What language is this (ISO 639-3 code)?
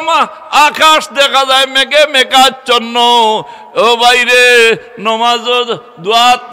syl